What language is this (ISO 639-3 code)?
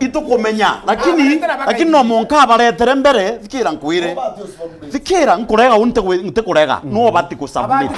mer